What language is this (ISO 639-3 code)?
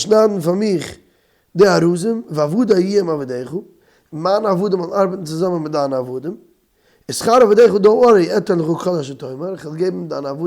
yid